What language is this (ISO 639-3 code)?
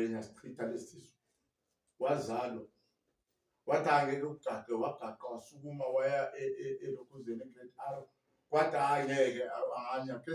zul